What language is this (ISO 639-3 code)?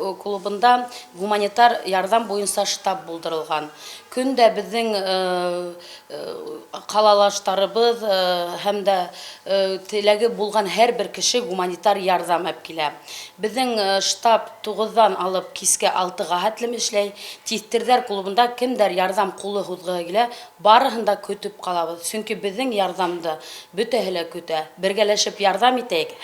bak